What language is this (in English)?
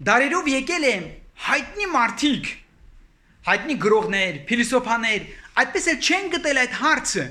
Armenian